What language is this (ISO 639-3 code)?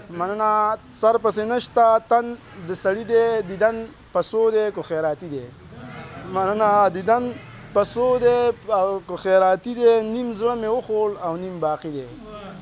pus